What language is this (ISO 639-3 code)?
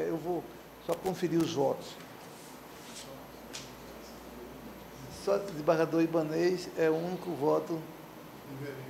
por